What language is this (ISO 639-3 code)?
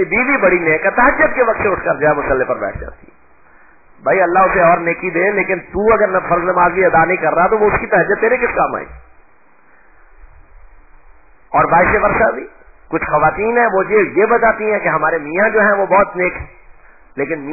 urd